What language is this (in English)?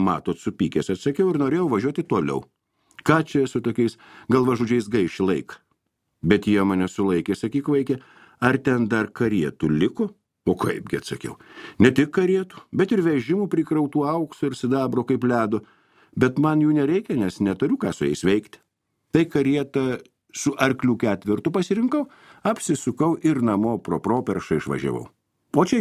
Lithuanian